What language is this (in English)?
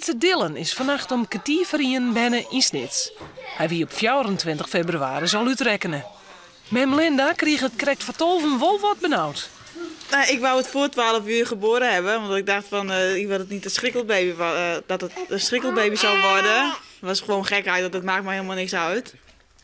Western Frisian